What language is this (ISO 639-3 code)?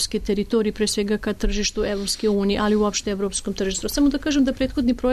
srp